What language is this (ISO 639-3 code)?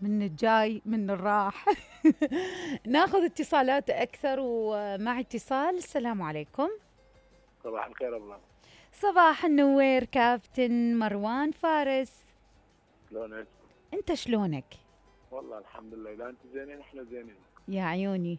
acm